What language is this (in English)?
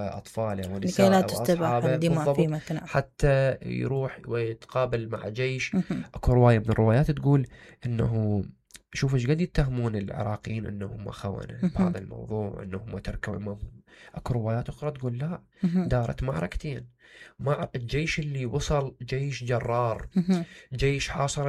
Mesopotamian Arabic